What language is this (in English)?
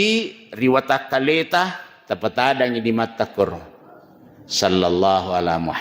Buginese